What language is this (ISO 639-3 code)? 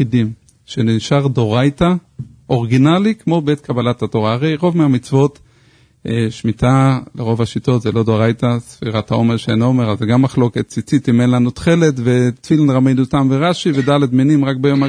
heb